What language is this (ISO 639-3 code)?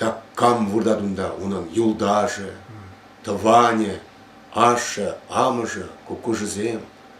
chv